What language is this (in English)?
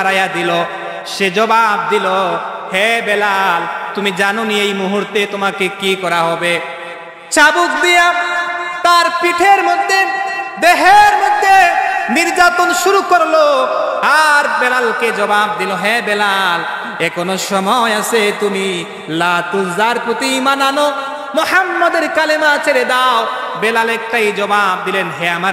Sylheti